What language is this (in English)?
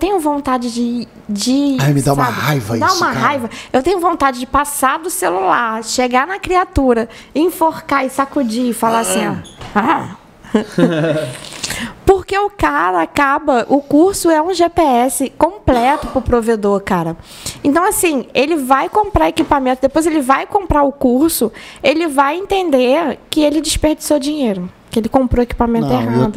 Portuguese